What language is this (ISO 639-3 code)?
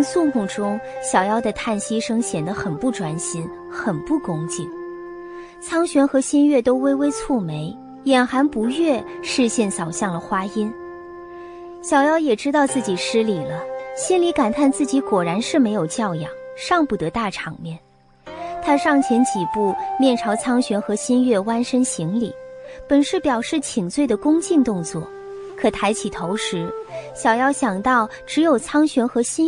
zho